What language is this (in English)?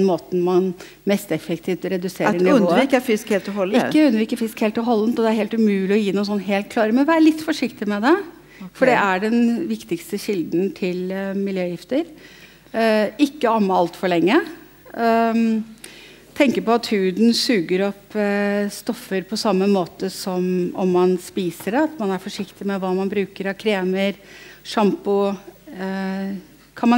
Norwegian